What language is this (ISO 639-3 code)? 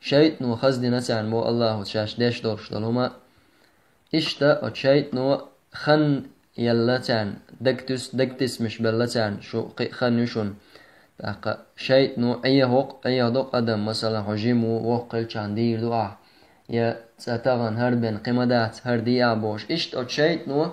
che